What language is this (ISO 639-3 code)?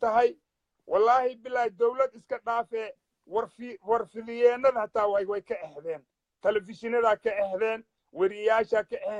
som